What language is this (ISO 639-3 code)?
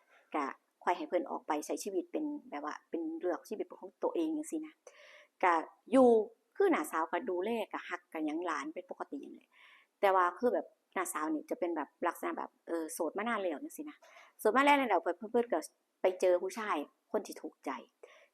tts